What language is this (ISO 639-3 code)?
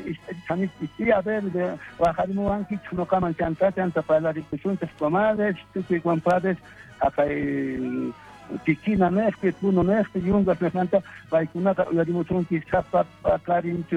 quh